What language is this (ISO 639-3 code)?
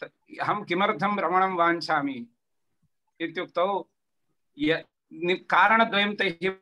san